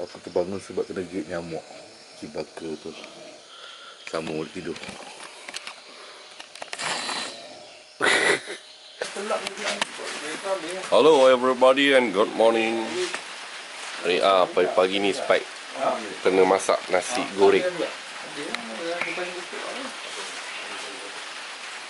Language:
Malay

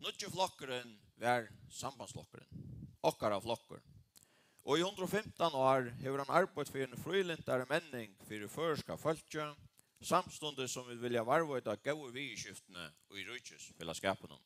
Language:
Faroese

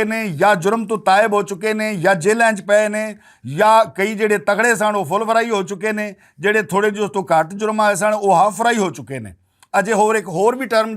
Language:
Western Panjabi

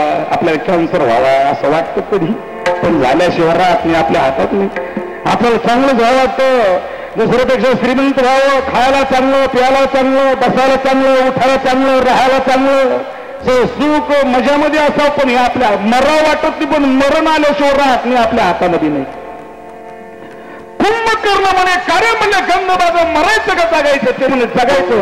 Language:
Marathi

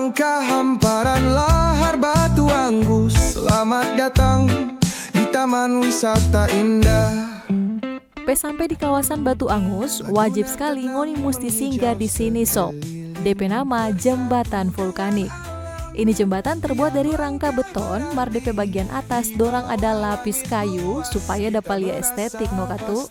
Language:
Manado Malay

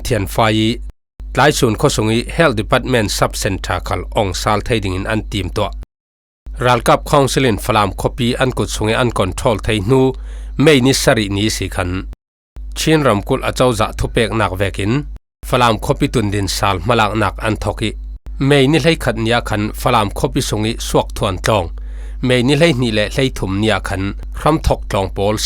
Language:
Falam Chin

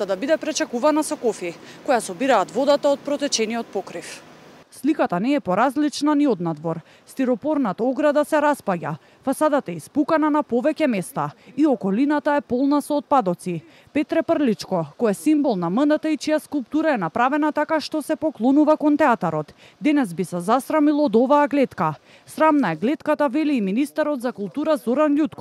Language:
Macedonian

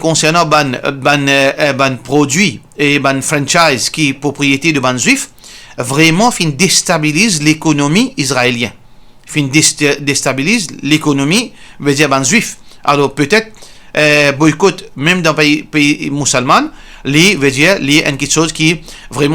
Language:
Morisyen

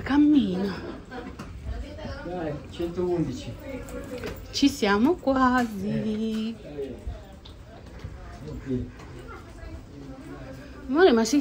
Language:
Italian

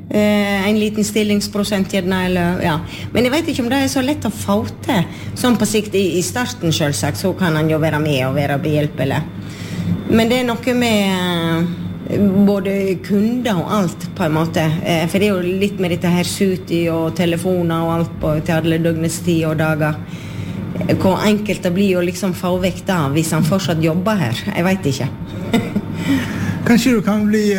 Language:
Norwegian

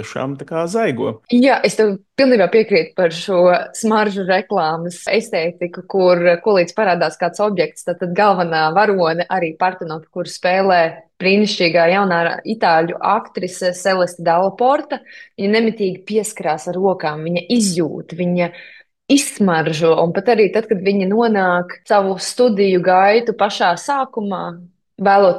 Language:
Latvian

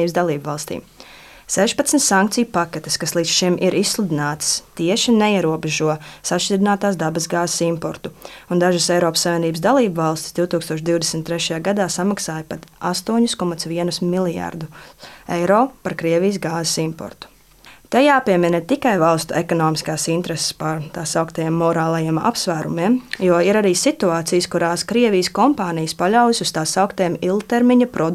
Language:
Latvian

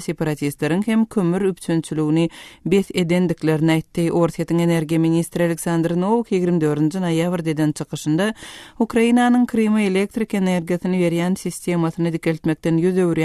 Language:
Turkmen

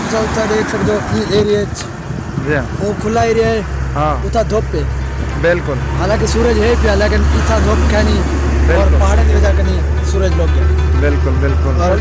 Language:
Saraiki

